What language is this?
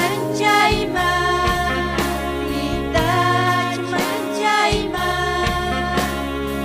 Ayacucho Quechua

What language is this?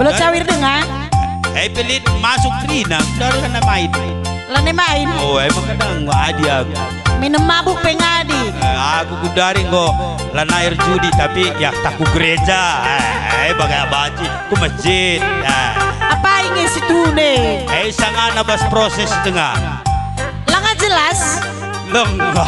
Batak Karo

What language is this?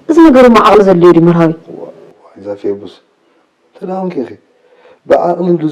Tigrinya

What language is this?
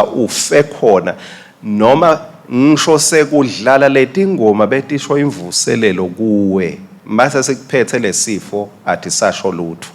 Swati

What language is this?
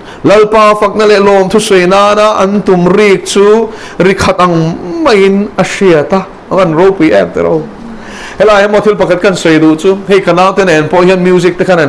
Mizo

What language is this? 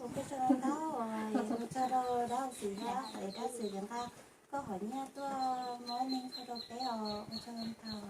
Hmong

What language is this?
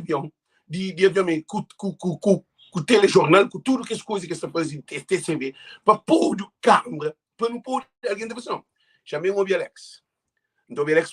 Kabuverdianu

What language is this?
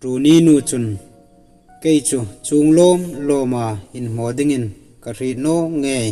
Hmar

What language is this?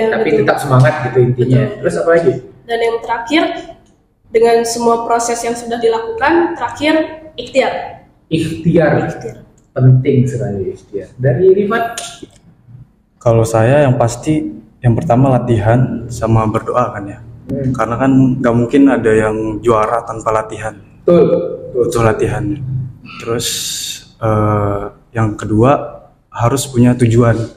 Indonesian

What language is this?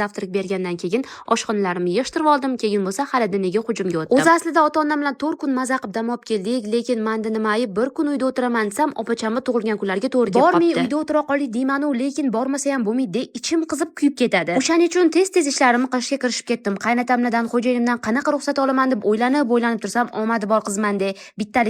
Uzbek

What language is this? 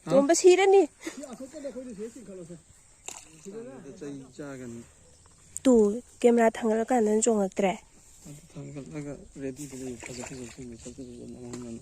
Manipuri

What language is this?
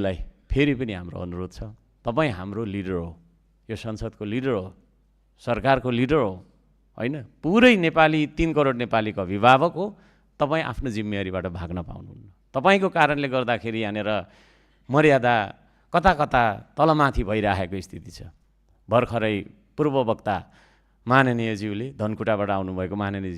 Nepali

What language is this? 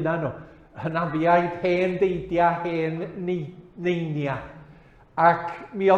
Welsh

